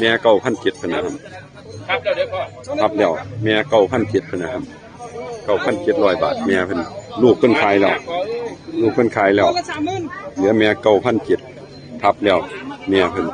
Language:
Northeastern Thai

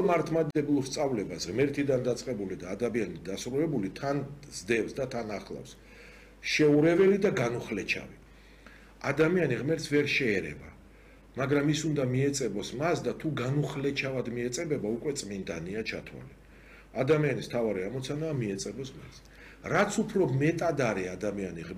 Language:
Georgian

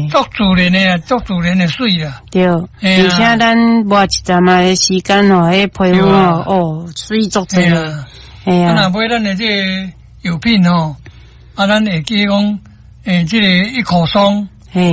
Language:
Min Nan Chinese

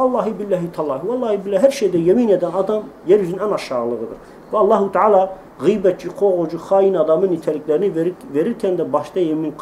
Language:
Turkish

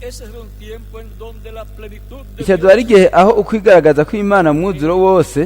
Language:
Rundi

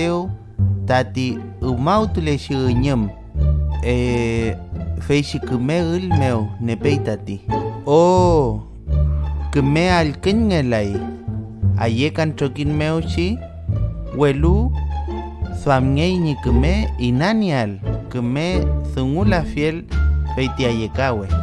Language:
Mapuche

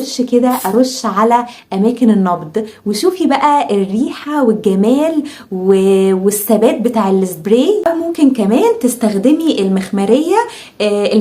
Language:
Egyptian Arabic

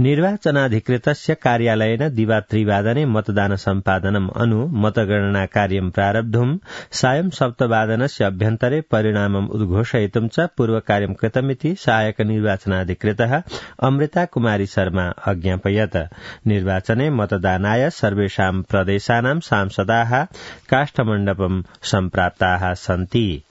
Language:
Sanskrit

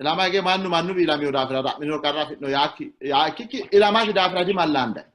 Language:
Sidamo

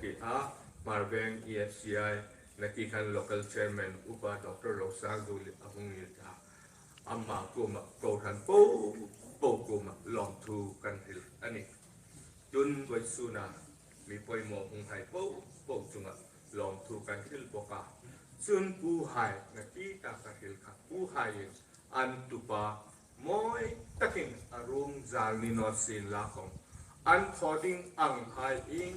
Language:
Hmar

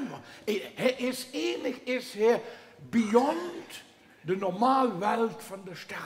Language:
Limburgish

